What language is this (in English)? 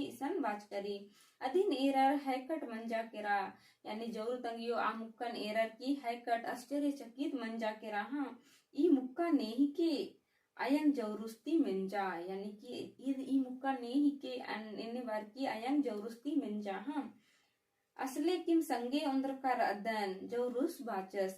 Kurukh